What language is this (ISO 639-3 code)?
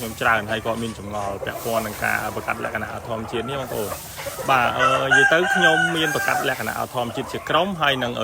khm